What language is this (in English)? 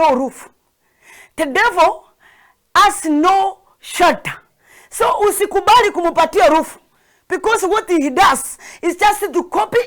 Gusii